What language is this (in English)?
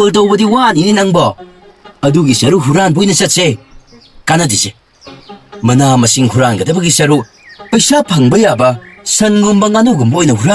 Manipuri